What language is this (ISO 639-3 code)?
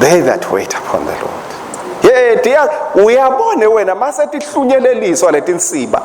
ssw